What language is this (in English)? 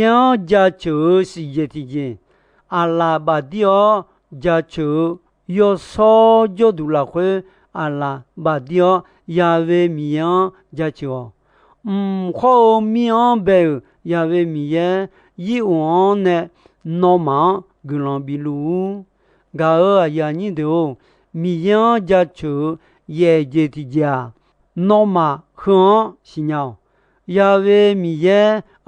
Akha